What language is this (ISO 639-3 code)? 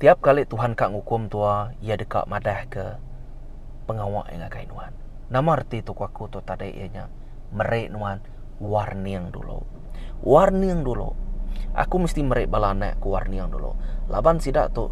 iba